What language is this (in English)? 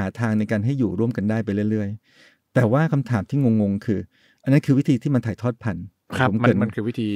Thai